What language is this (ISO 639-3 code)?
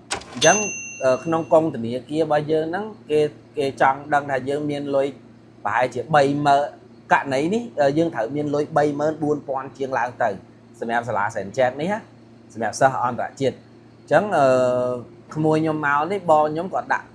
khm